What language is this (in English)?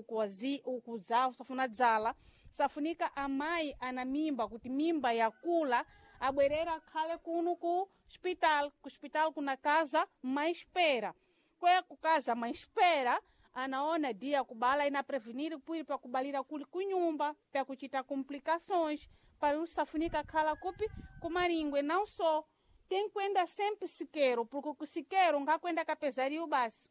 Sena